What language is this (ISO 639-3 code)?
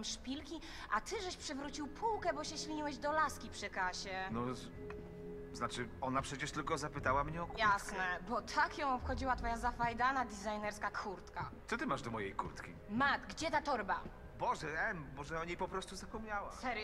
pol